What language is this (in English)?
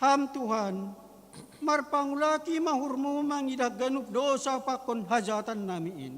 Batak Simalungun